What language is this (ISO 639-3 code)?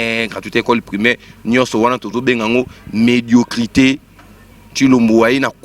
lin